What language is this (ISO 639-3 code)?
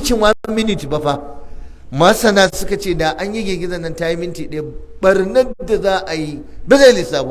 hau